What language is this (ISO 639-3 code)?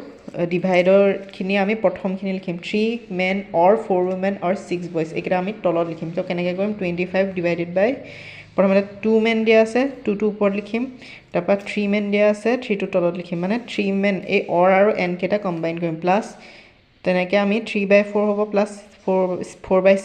asm